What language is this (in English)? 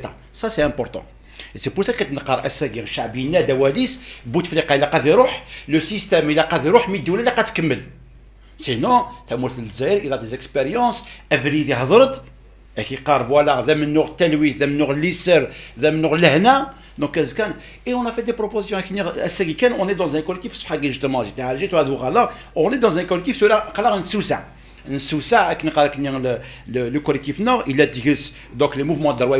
Kabyle